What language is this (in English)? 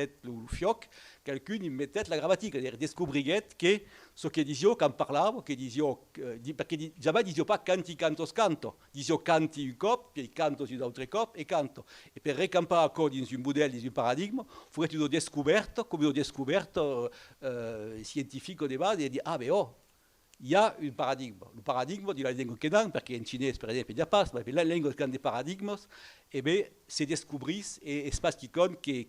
Occitan